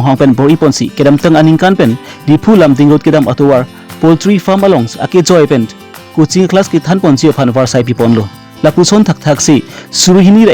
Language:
Karbi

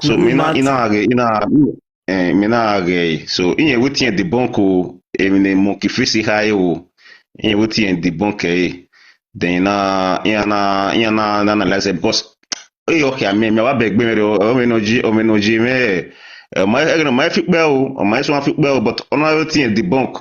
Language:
Nigerian Pidgin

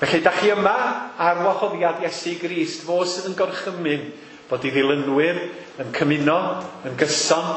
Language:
Welsh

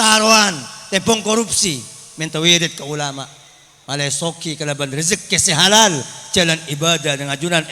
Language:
Madurese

